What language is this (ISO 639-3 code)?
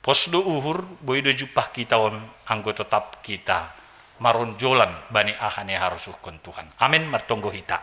bts